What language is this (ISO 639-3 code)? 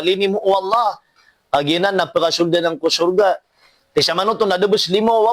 mrw